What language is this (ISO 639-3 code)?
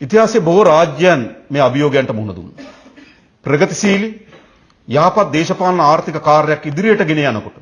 sin